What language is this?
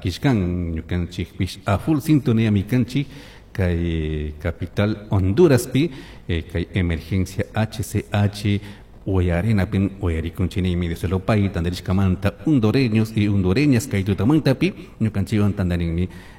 Chimborazo Highland Quichua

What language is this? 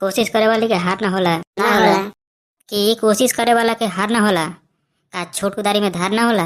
Bhojpuri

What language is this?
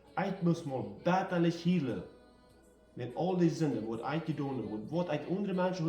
Plautdietsch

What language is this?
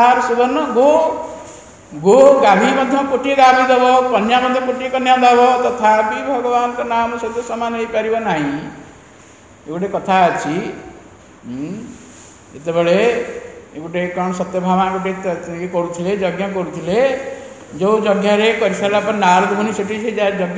Odia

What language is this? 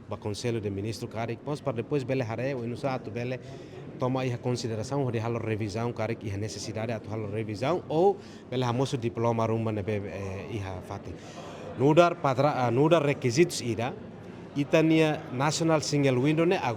Tetum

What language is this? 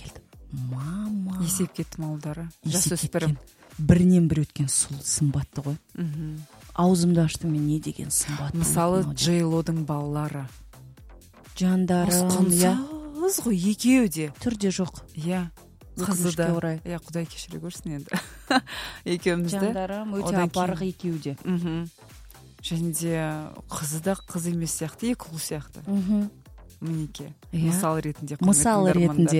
Kazakh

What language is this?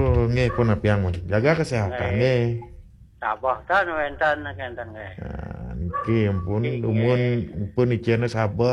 Balinese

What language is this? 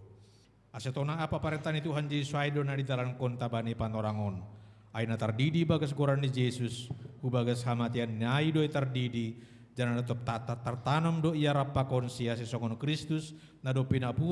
Batak Simalungun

